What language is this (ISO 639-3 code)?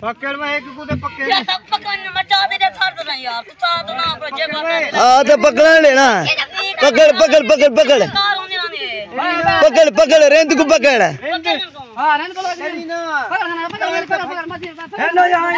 skr